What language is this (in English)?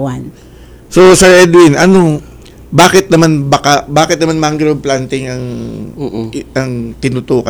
Filipino